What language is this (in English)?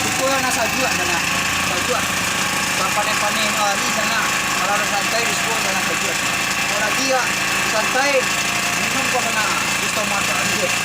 Minangkabau